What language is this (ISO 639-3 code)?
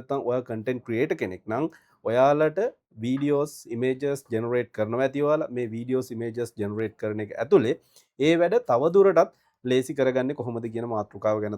sin